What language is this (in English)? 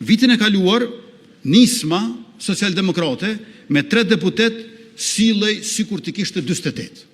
Albanian